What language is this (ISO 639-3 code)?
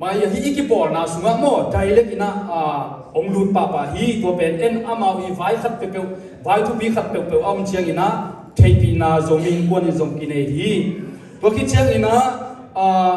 ctd